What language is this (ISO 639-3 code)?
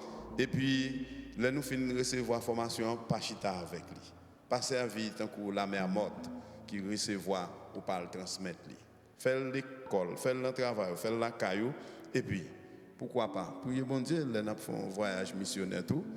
hat